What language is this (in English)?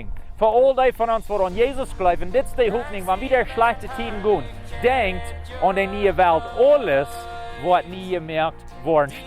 Plautdietsch